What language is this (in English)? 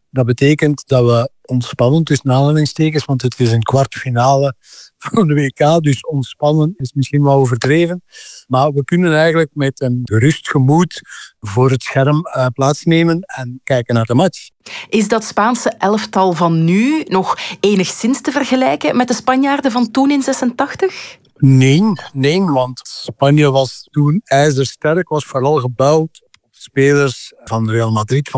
Dutch